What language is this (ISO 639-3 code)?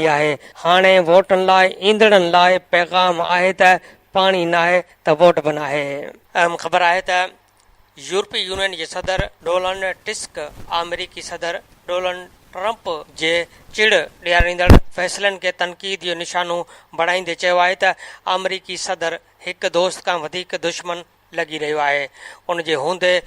snd